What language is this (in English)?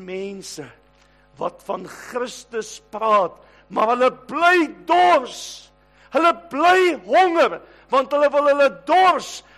Afrikaans